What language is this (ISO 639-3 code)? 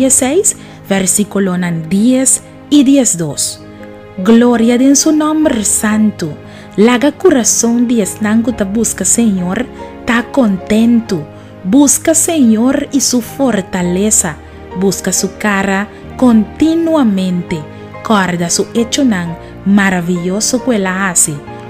pap